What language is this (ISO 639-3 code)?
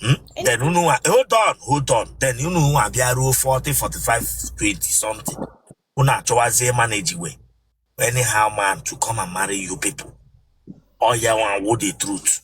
ibo